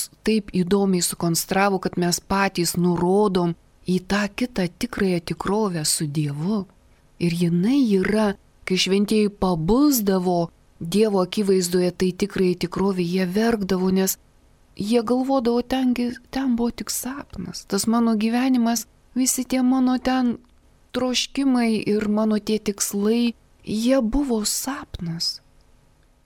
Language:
Lithuanian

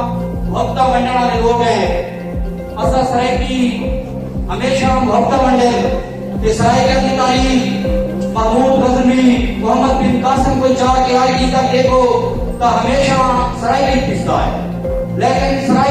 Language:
Saraiki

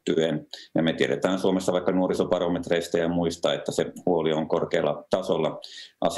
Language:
Finnish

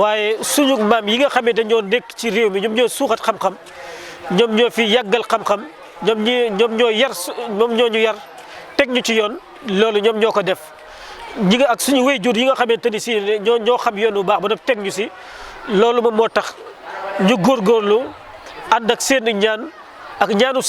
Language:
Wolof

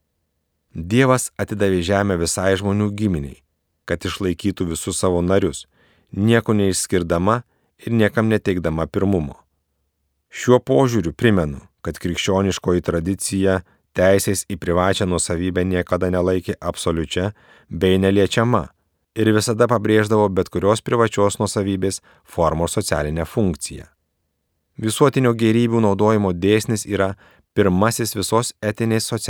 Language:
Lithuanian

